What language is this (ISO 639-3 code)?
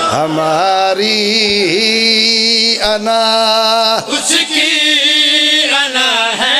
phr